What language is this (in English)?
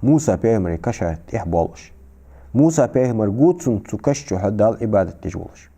Ingush